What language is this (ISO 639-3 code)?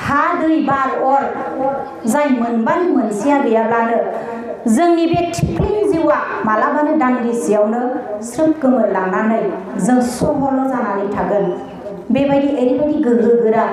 brx